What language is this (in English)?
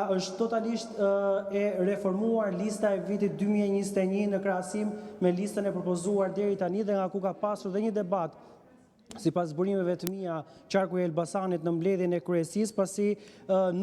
Albanian